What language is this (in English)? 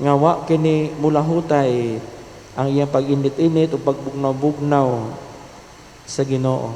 Cebuano